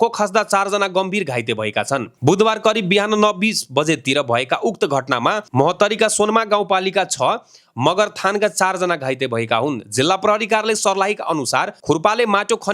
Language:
Nepali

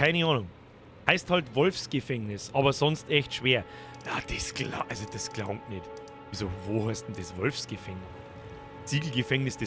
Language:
Bavarian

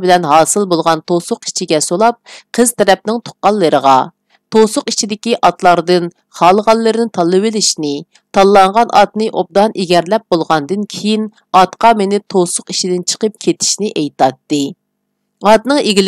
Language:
Uyghur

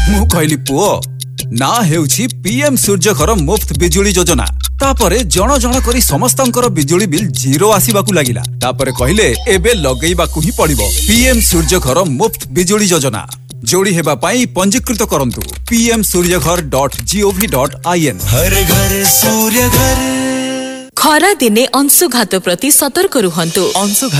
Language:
Odia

